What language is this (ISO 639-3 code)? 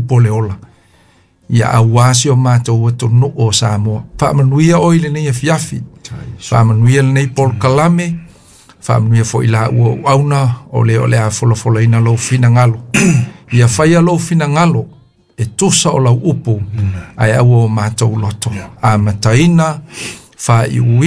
smo